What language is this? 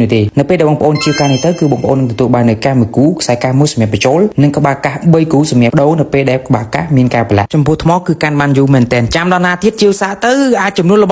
Khmer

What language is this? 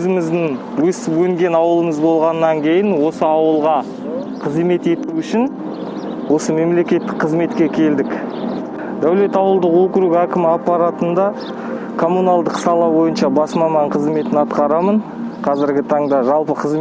Kazakh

